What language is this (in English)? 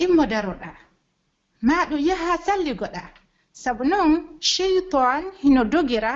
Pular